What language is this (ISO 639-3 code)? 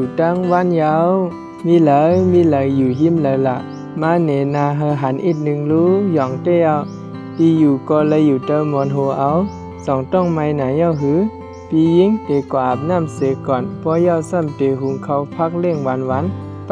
shn